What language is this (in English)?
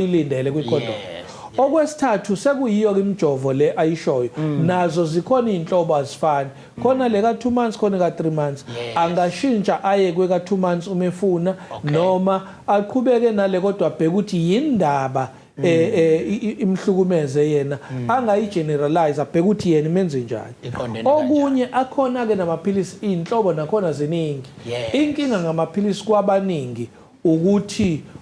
Zulu